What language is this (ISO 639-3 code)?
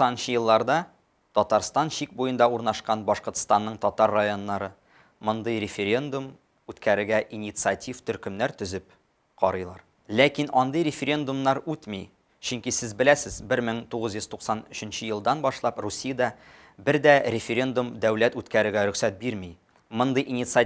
tat